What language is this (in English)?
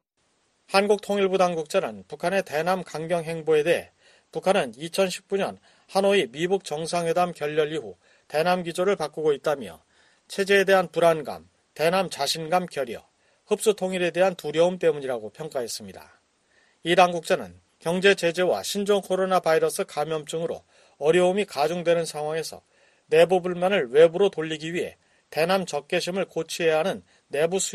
Korean